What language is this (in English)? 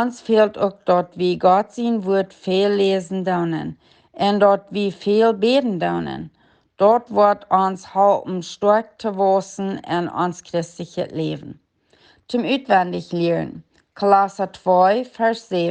Plautdietsch